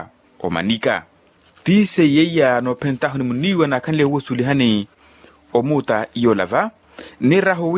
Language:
Makhuwa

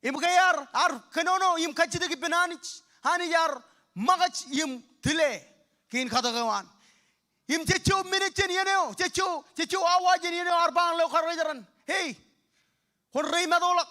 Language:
Marshallese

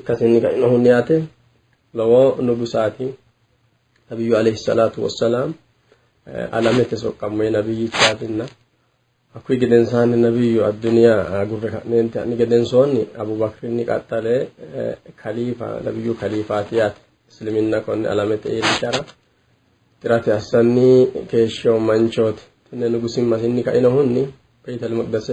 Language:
Sidamo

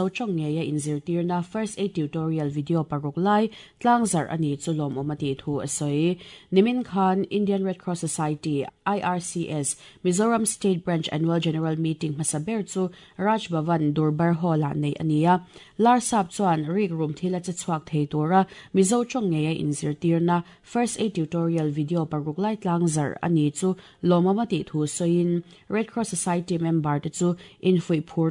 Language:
Mizo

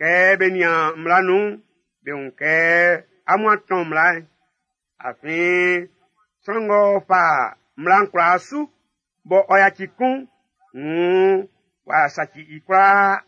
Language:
Baoulé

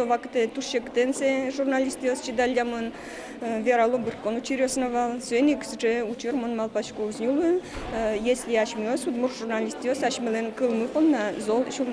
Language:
Udmurt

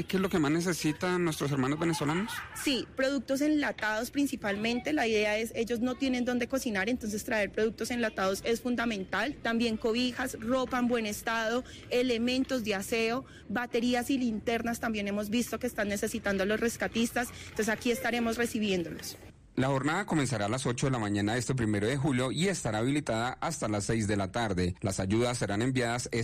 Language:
Spanish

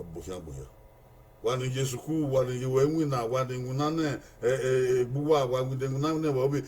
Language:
Bini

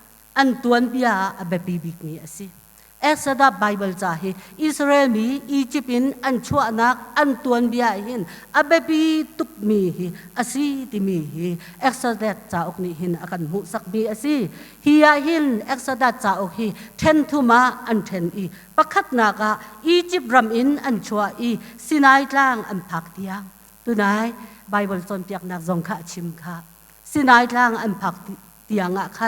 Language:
Hakha Chin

